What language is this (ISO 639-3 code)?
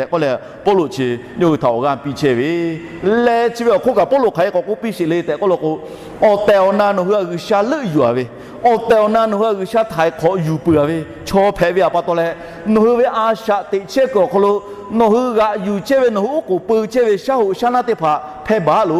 lhu